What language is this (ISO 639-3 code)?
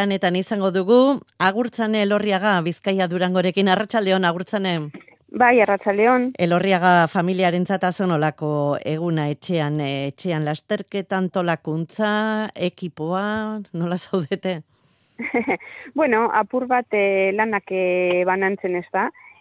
eus